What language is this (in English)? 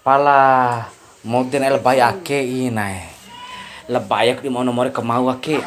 Bima